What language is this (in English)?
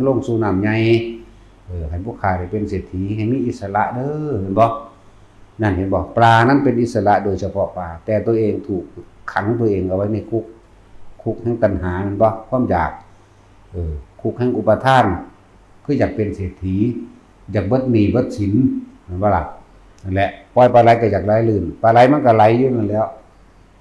Northeastern Thai